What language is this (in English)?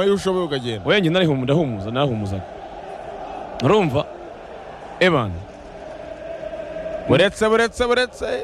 Kinyarwanda